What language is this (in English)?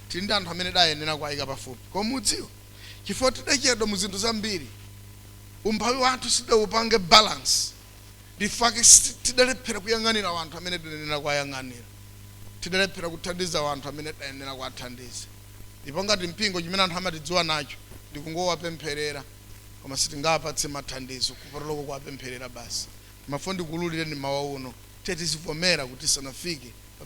Nyanja